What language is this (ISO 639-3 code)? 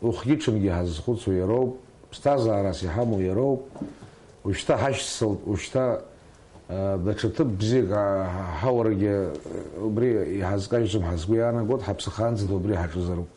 abk